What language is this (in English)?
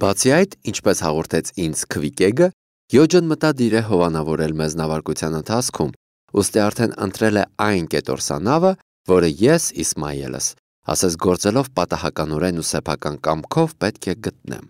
Armenian